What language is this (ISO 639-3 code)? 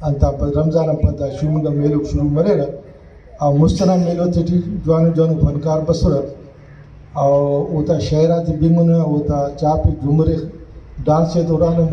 brh